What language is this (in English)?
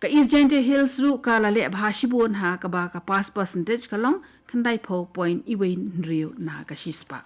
Khasi